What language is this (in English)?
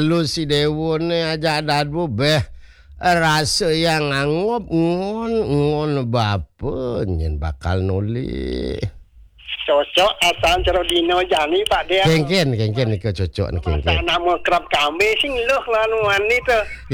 Balinese